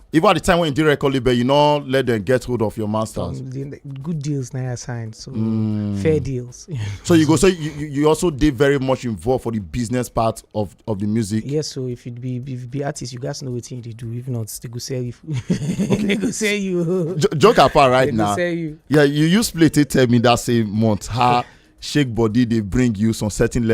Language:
Nigerian Pidgin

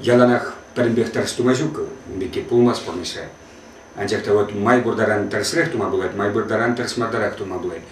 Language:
Chuvash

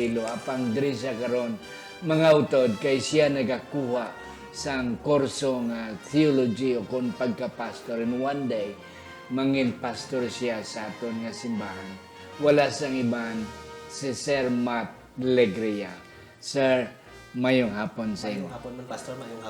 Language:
Hiligaynon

